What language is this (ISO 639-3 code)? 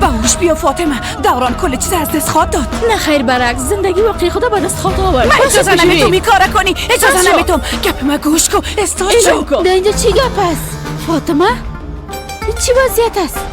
fas